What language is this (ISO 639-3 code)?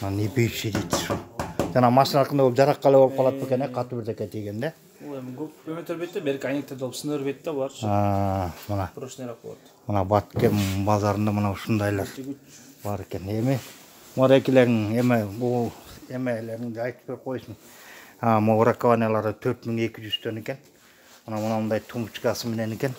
kir